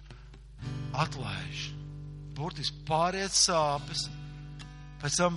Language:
Latvian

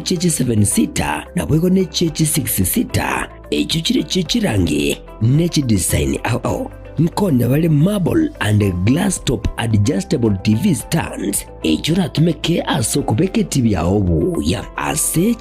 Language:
Gusii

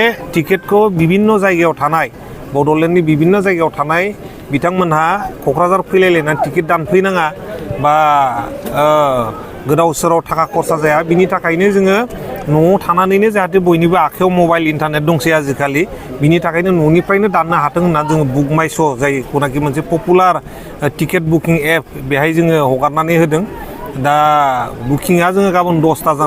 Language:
Bodo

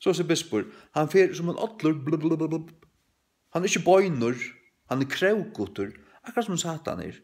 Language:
Faroese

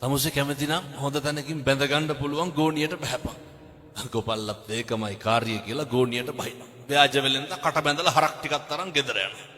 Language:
Sinhala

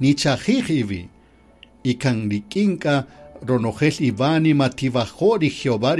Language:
Kaqchikel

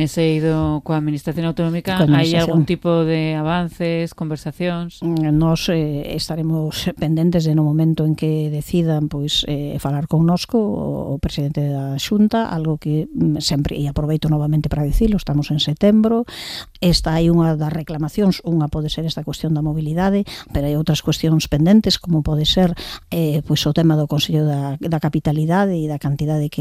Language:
Galician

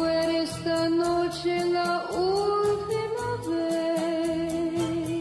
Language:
Cantonese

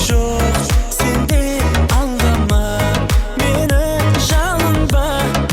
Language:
Kara-Kalpak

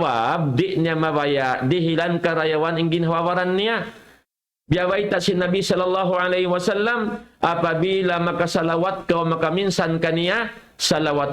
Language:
Tausug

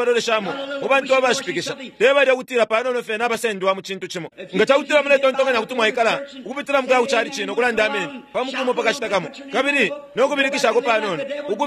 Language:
Bemba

